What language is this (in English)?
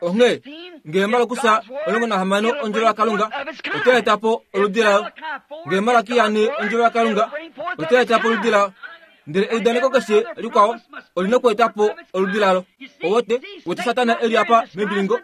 Kuanyama